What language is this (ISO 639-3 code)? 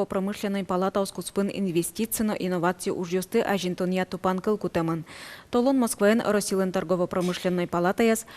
udm